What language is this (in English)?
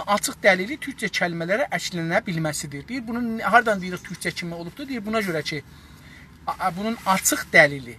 South Azerbaijani